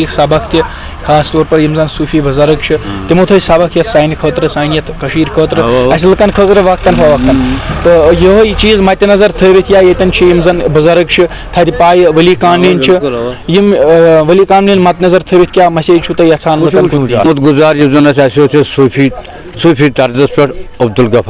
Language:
Kashmiri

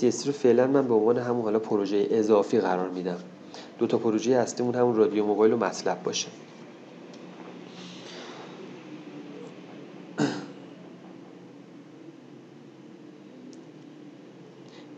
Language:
Persian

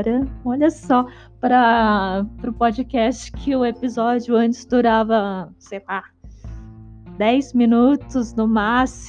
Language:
Portuguese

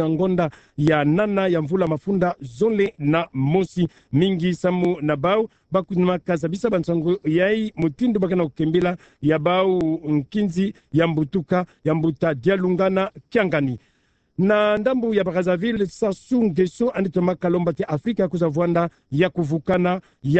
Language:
Kituba (Democratic Republic of Congo)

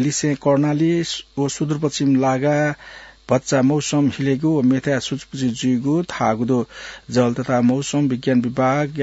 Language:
Newari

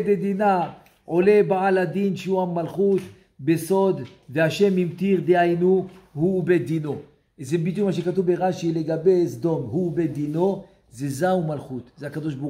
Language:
Hebrew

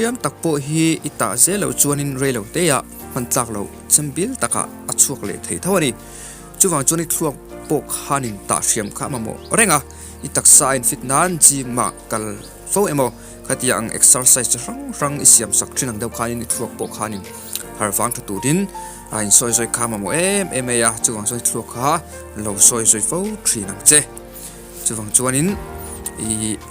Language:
Mizo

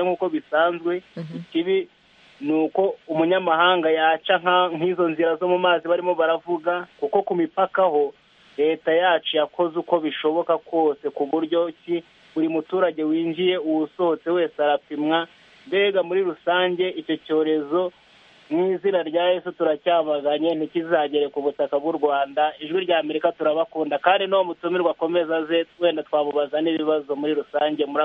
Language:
Kinyarwanda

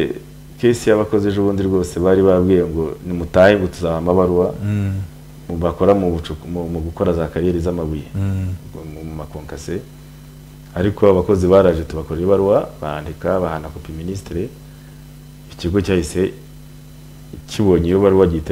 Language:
Kinyarwanda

